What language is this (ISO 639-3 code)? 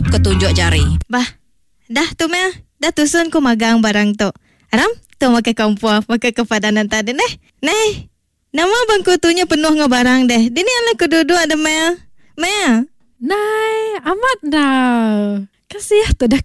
iba